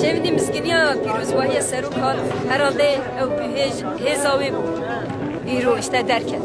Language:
Kurdish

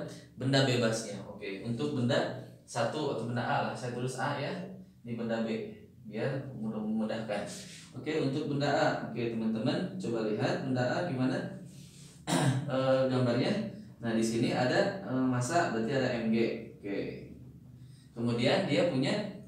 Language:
Indonesian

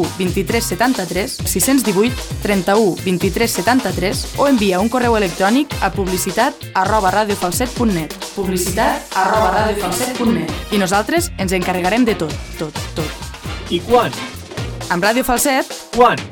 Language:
Catalan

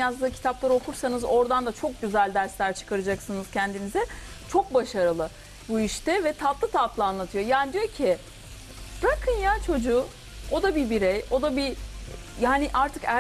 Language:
Turkish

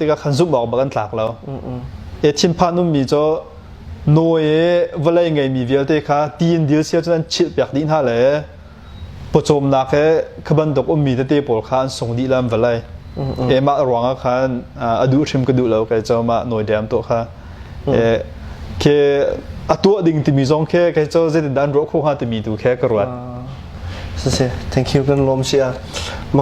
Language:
Hakha Chin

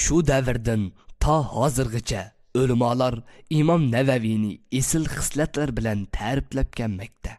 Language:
Uyghur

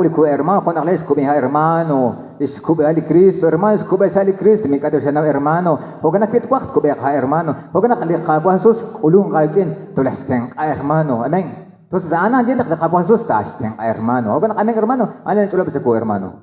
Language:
Kekchí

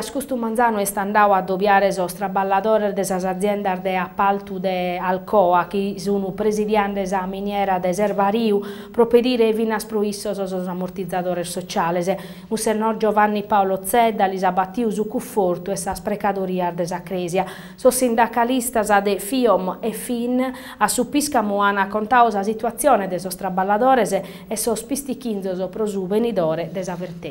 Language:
Sardinian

